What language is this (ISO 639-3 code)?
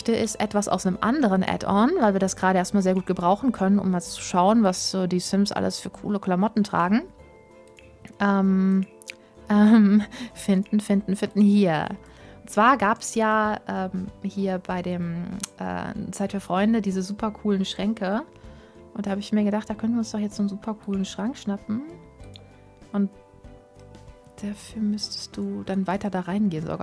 deu